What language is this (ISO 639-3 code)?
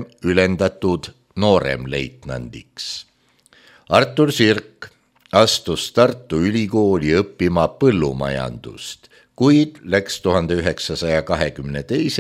est